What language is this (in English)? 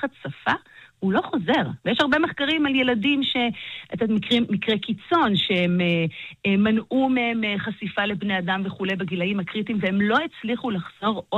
Hebrew